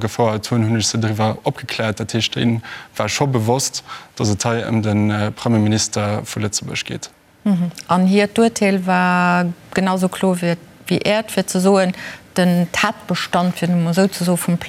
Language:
Luxembourgish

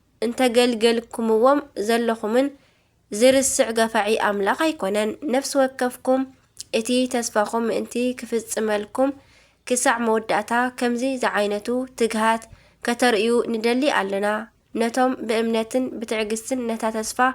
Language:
Tigrinya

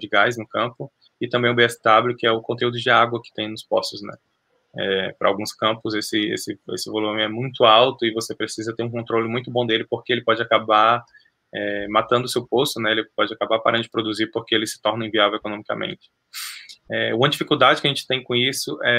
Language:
Portuguese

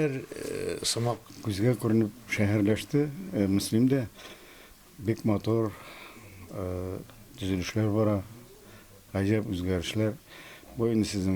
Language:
Tatar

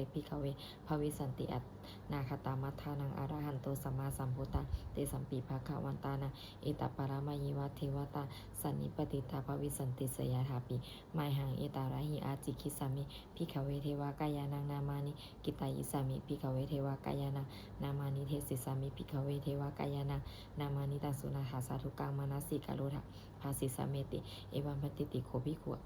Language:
Pali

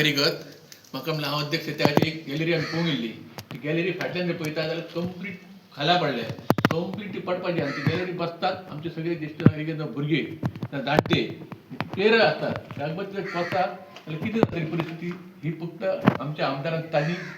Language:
Konkani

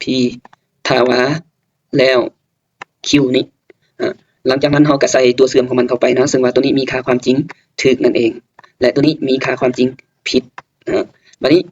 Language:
Lao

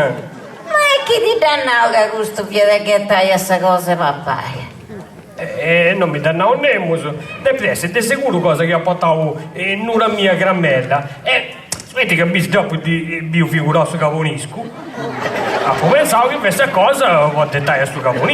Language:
Sardinian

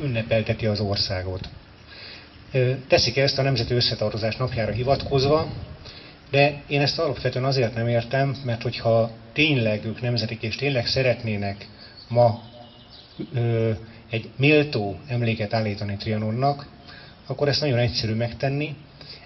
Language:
Hungarian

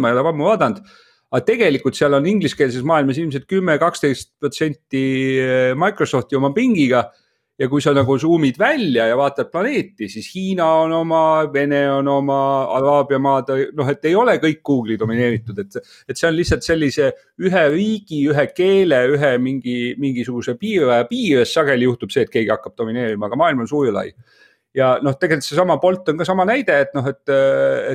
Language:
Estonian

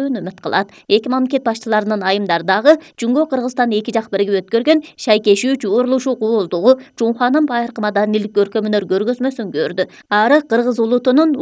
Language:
Kyrgyz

